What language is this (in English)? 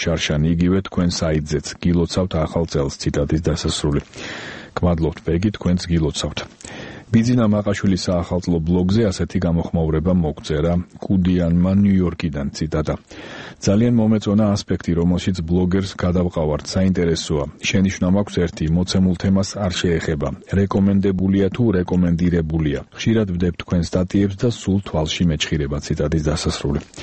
Georgian